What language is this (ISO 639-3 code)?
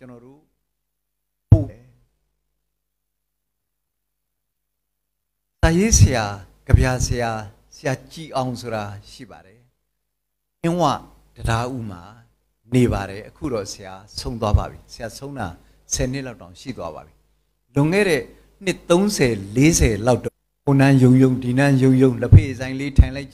mya